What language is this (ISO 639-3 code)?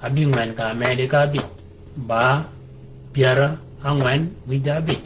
shk